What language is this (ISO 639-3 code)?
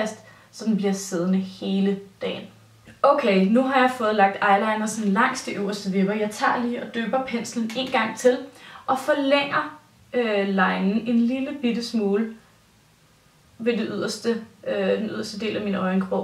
dan